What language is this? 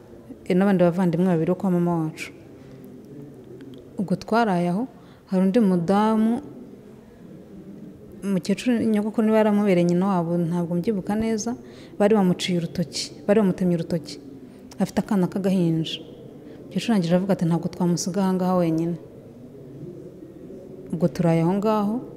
Kinyarwanda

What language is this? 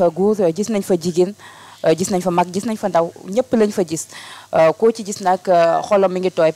Wolof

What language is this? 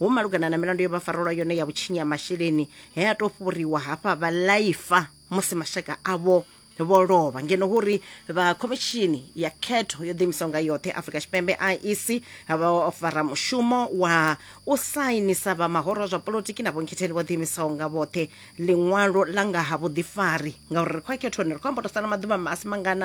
Venda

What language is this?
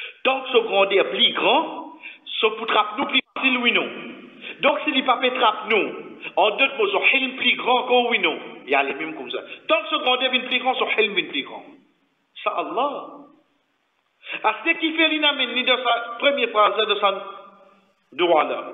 French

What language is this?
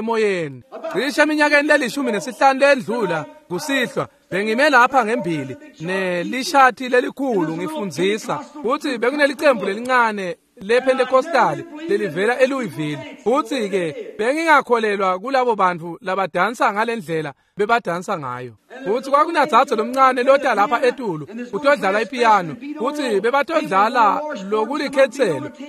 Swati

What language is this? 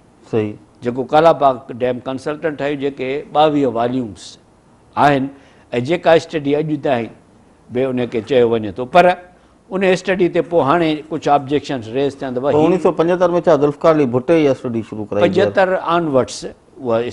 Sindhi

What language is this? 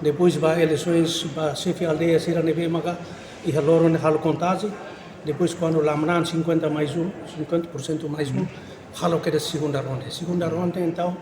Tetum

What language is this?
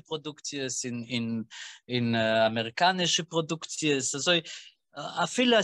Yiddish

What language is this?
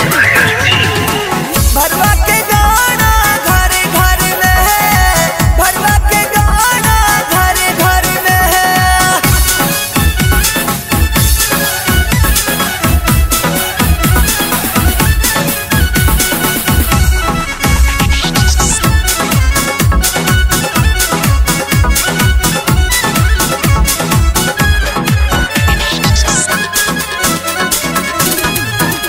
Bhojpuri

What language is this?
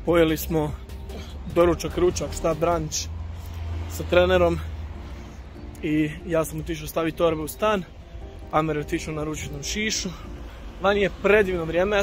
Croatian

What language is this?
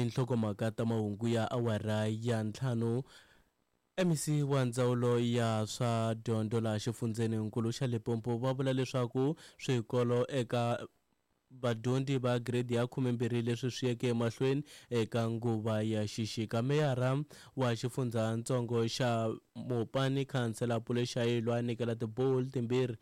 Tsonga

